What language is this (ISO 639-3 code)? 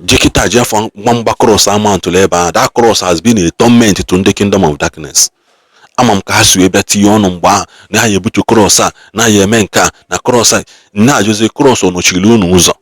ibo